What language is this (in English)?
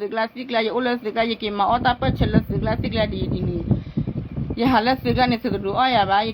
S'gaw Karen